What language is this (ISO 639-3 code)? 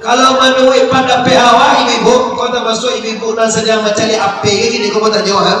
min